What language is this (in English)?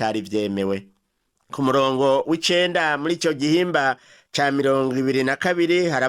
Rundi